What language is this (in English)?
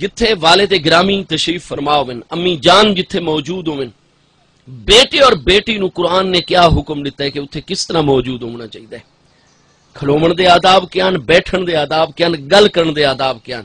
Saraiki